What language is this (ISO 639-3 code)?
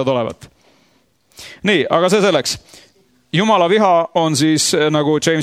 est